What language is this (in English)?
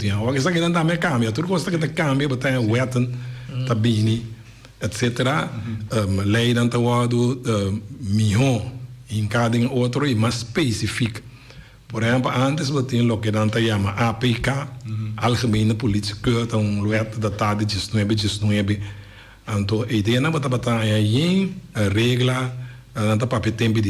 Papiamento